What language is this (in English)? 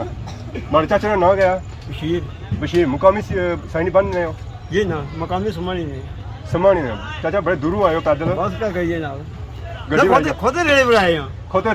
Pahari-Potwari